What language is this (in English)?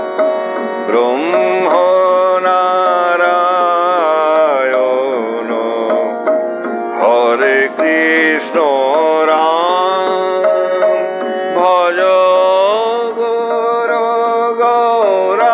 Bangla